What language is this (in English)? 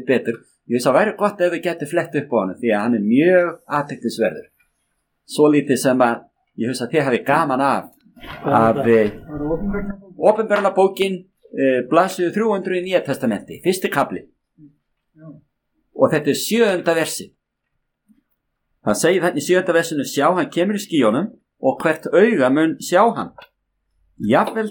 Icelandic